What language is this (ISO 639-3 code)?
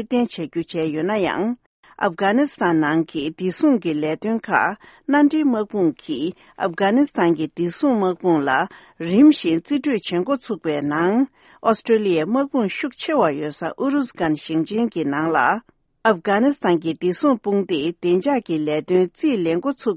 bod